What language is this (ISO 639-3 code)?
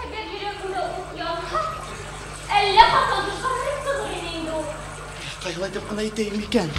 bak